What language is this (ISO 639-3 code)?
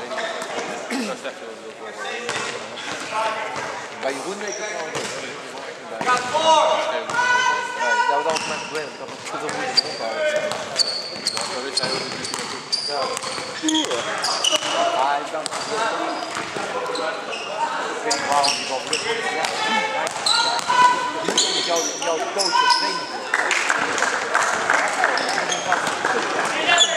nld